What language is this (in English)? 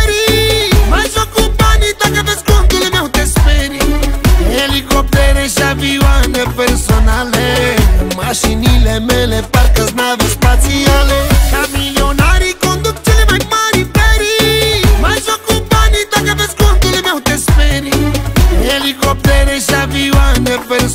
Romanian